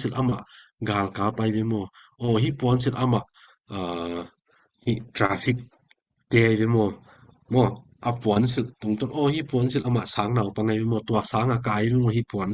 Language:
Tedim Chin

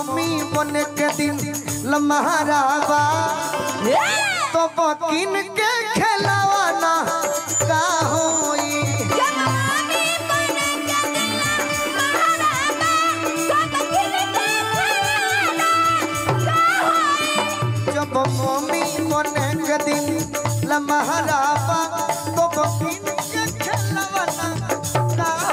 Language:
Bhojpuri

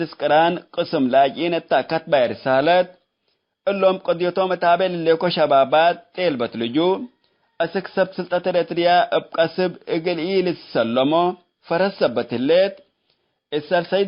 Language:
Tigre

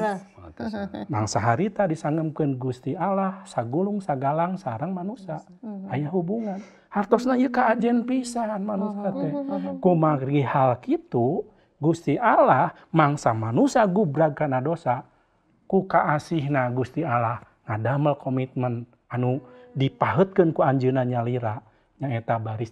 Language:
Sundanese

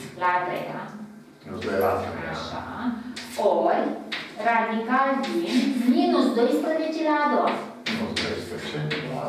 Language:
Romanian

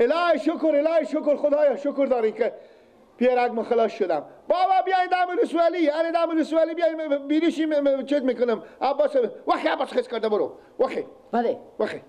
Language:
Persian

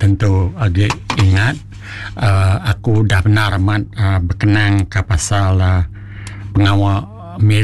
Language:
Iban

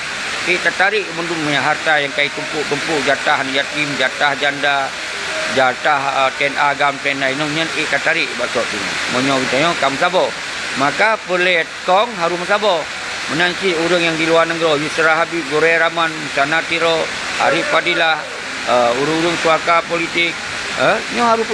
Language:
Achinese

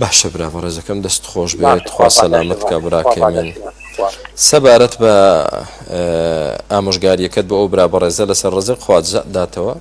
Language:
Central Kurdish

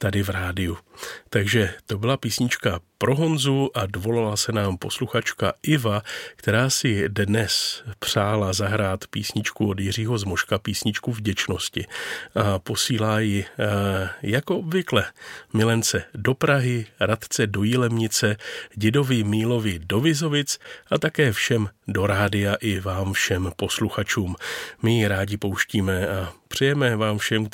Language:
Czech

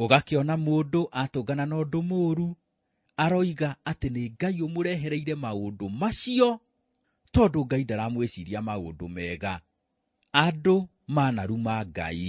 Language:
Kikuyu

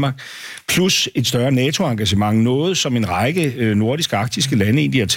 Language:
Danish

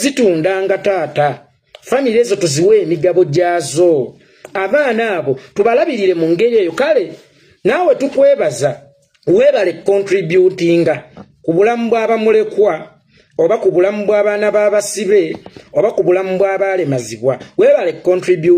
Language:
Ganda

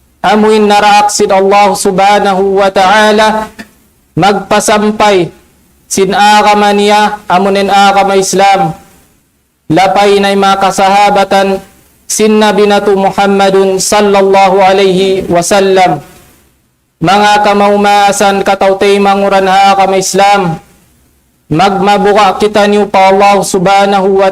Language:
Tausug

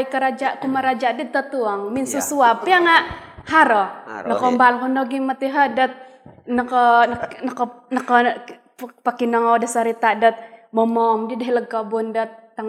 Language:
Central Dusun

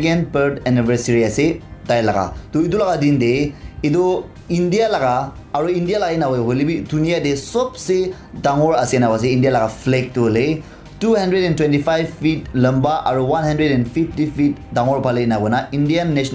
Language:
Naga Pidgin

